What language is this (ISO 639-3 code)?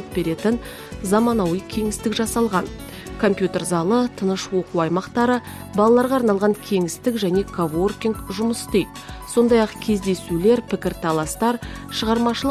kaz